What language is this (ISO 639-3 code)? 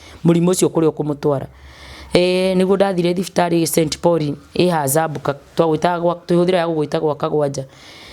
kik